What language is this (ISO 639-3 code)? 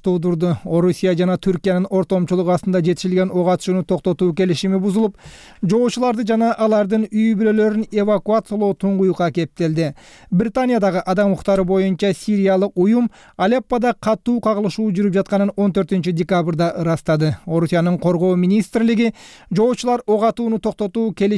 kir